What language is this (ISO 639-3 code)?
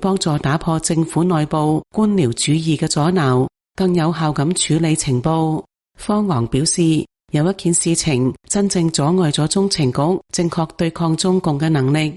yue